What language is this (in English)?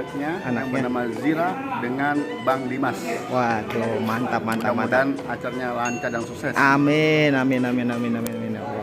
Betawi